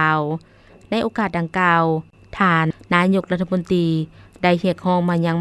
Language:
Lao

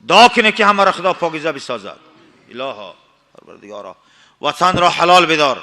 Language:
Tajik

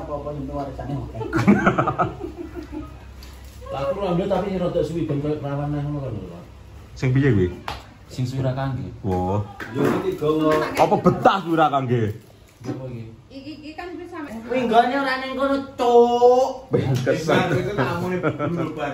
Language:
Javanese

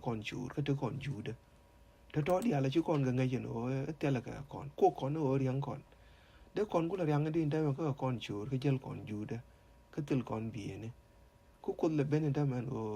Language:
Nuer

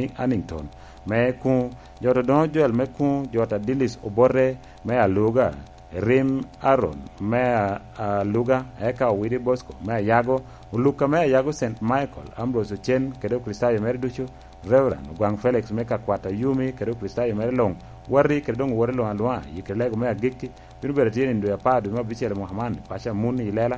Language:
Lango (Uganda)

